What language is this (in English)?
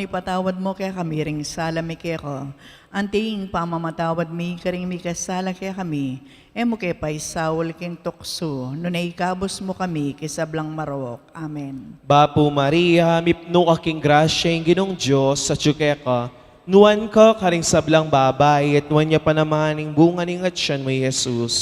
Pampanga